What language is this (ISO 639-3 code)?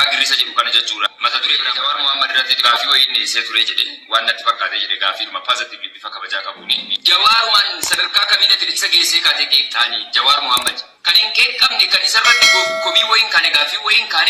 orm